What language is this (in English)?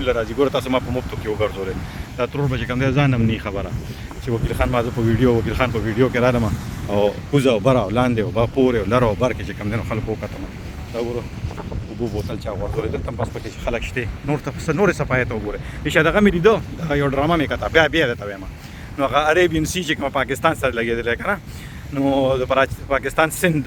Pashto